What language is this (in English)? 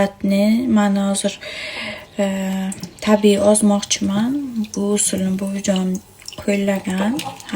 Uzbek